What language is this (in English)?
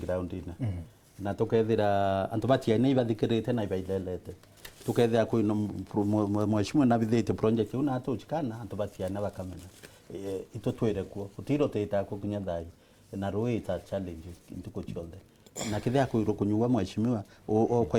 Meru